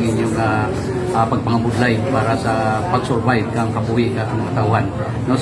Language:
Kinaray-a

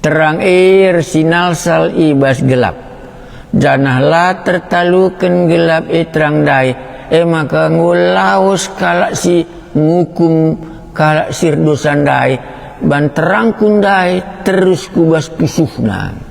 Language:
Batak Karo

